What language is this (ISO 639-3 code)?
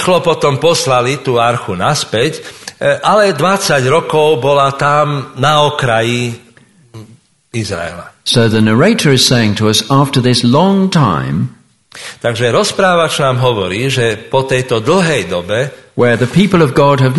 slk